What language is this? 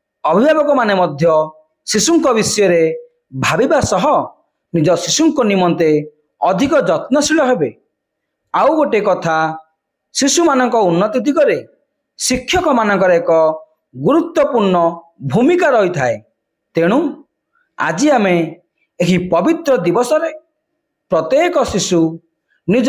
Odia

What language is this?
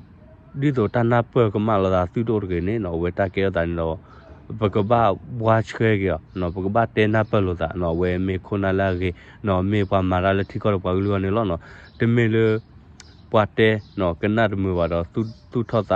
S'gaw Karen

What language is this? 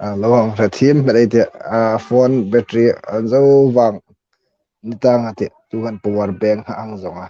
Hmar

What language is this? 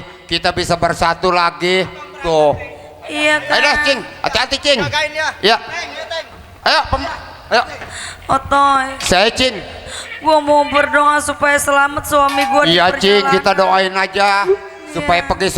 Betawi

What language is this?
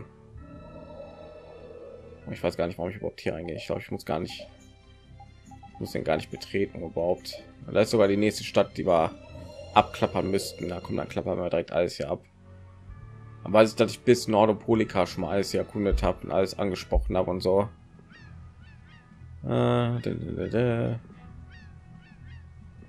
German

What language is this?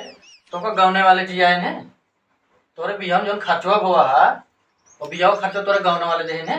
Awadhi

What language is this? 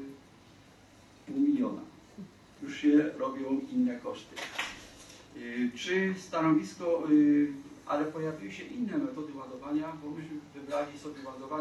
Polish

